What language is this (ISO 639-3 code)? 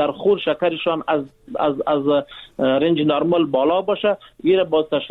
fas